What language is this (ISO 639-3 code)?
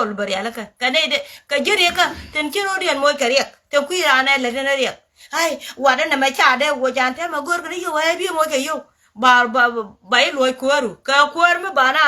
nus